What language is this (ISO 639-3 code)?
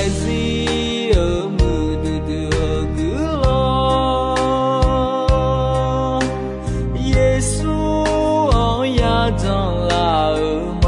ahk